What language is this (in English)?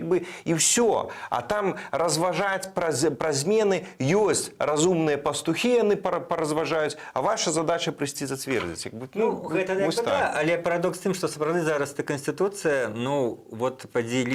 Belarusian